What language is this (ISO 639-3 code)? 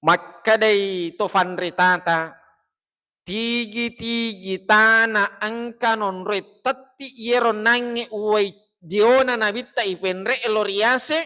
bug